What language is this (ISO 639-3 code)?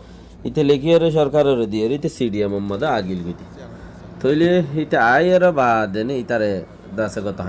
rhg